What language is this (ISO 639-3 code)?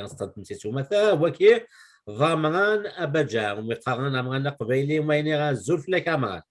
kab